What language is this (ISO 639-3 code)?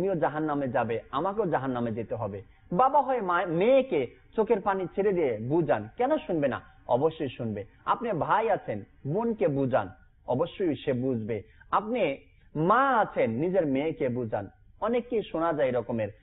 ben